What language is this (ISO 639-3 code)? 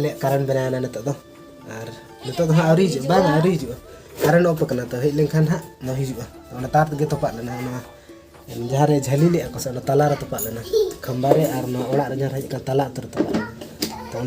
sat